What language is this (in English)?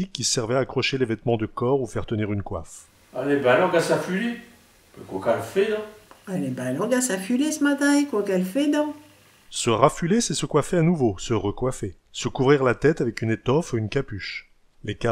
Picard